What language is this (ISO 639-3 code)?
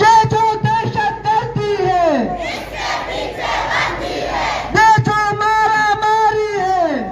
bgp